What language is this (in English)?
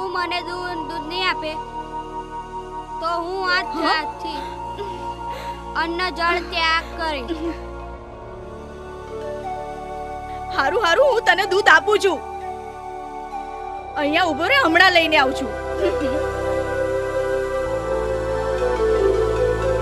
Gujarati